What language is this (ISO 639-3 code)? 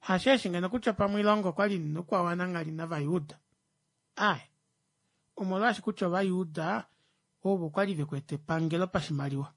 kua